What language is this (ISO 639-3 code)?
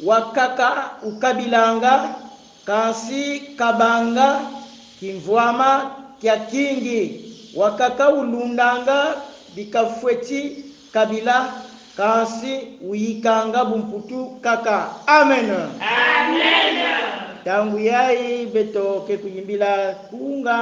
kon